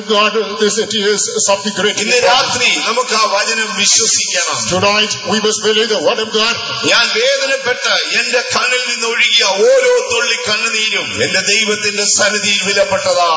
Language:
Malayalam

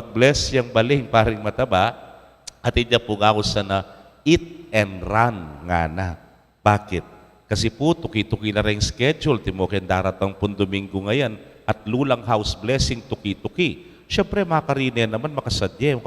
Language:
Pampanga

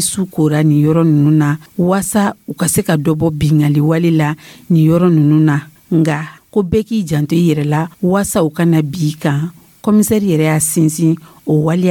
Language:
Dyula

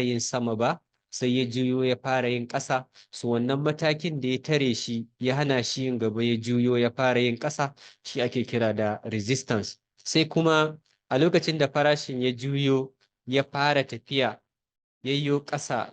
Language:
Hausa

